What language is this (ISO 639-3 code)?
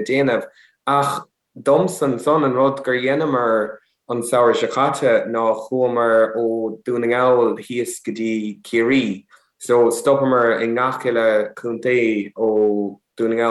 gle